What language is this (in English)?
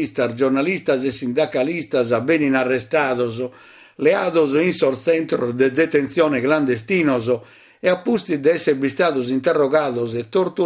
Sardinian